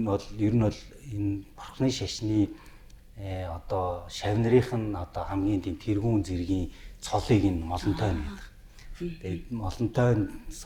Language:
Mongolian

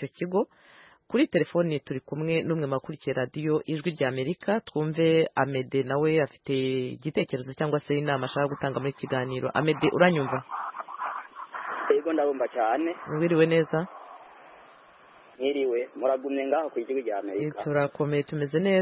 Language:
Kinyarwanda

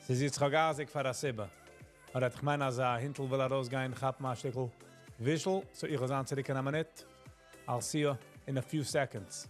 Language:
Yiddish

